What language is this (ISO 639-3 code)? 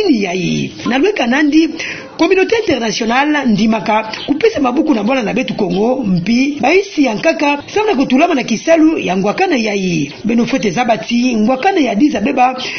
ktu